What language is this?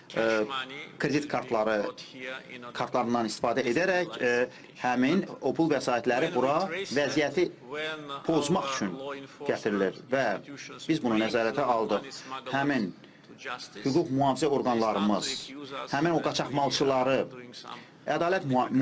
Azerbaijani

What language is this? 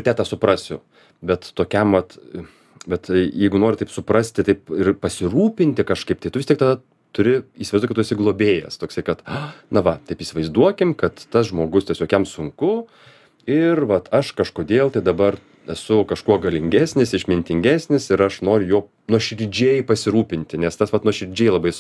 Lithuanian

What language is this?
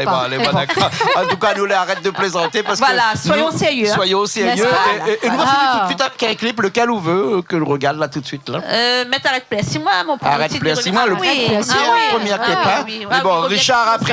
Réunion Creole French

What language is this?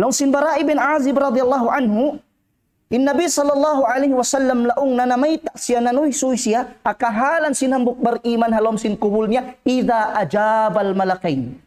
Tausug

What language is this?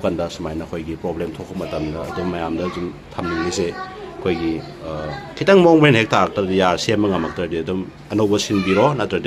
Manipuri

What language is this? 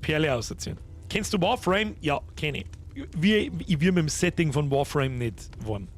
Bavarian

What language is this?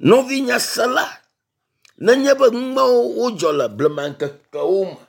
Ewe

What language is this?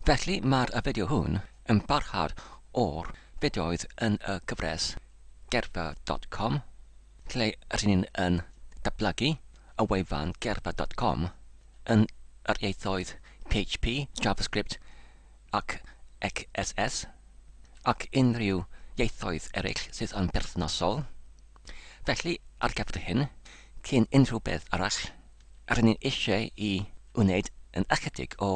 Welsh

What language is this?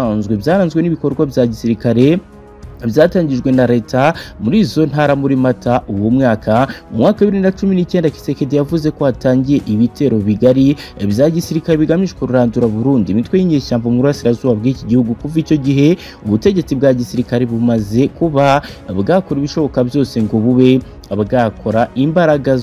Kinyarwanda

